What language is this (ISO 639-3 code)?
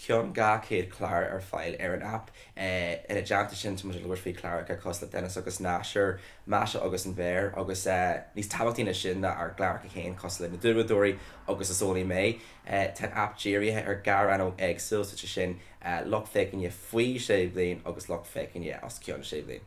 gle